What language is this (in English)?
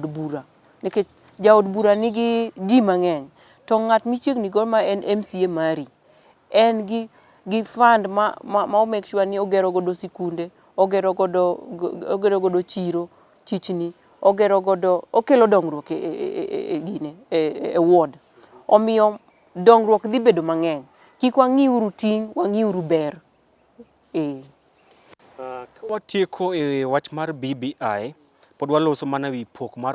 Luo (Kenya and Tanzania)